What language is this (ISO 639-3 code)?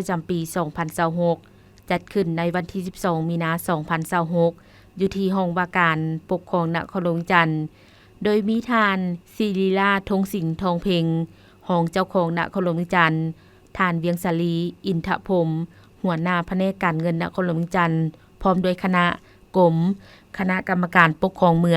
lao